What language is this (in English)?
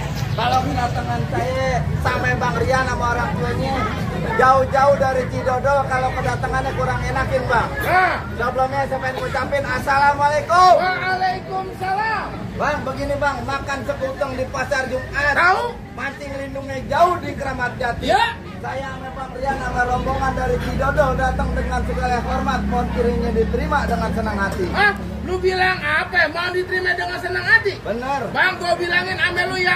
Betawi